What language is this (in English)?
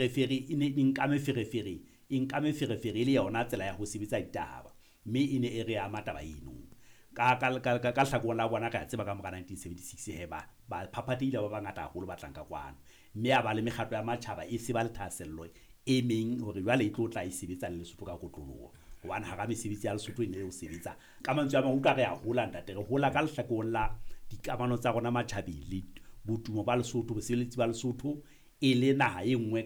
Southern Sotho